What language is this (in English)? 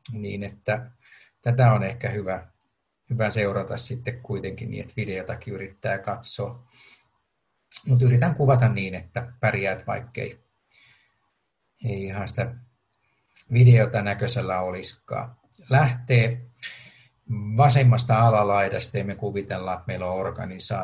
Finnish